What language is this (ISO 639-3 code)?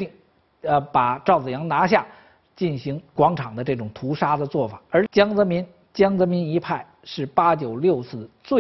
zho